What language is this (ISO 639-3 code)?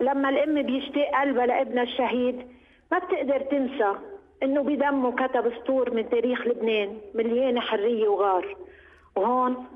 apc